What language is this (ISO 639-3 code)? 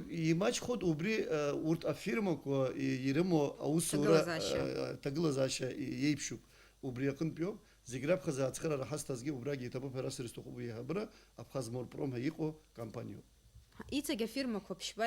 abk